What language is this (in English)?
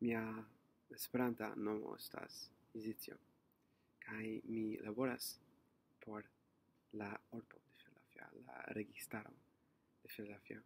Esperanto